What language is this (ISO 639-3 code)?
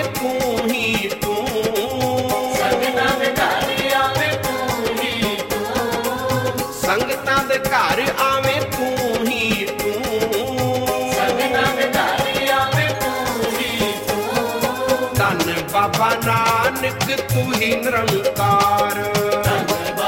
pan